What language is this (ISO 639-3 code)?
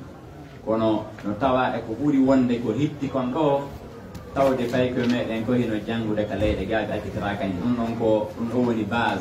ful